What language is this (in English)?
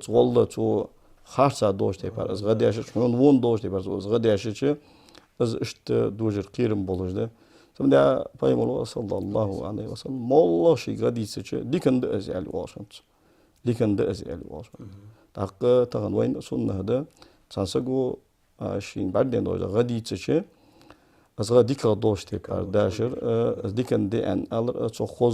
Ingush